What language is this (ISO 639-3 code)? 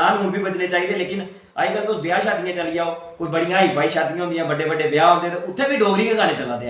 doi